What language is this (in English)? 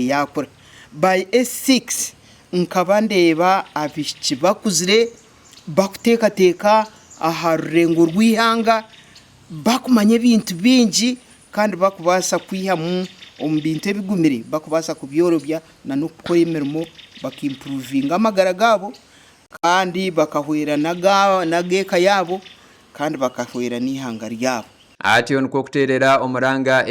Nyankole